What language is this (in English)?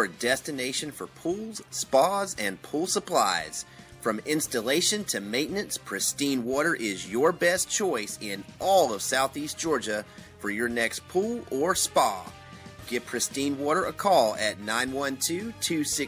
English